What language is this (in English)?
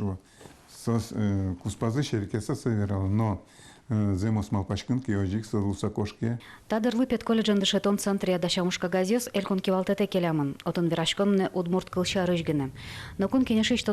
Udmurt